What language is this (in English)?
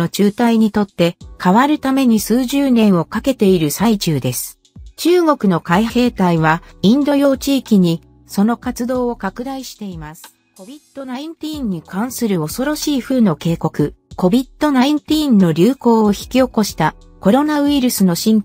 Japanese